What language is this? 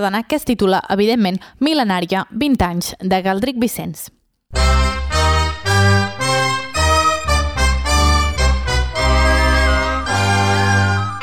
Catalan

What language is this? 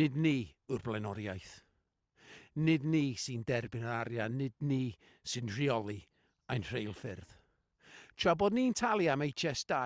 Welsh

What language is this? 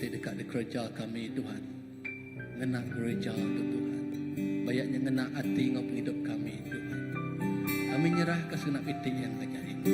Iban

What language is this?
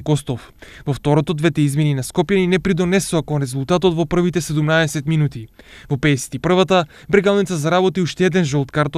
Macedonian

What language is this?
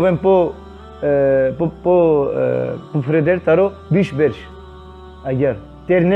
Balkan Romani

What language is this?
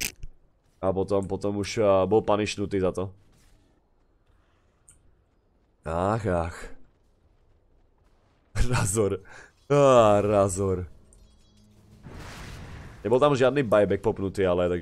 Slovak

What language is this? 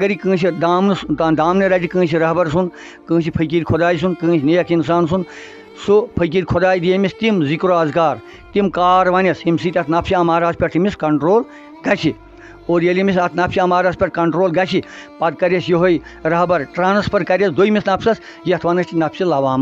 Kashmiri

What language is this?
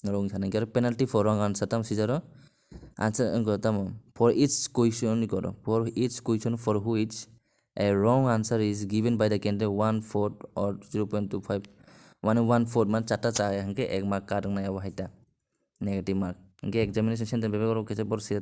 Kok Borok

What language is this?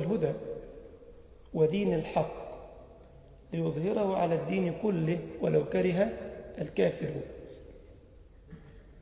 Arabic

